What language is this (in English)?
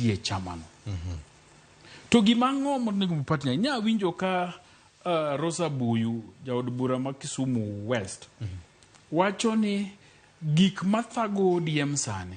Luo (Kenya and Tanzania)